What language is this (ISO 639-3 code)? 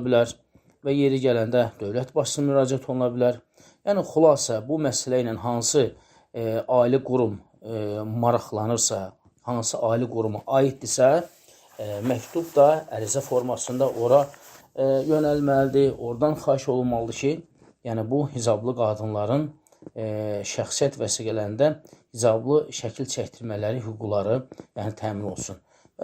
aze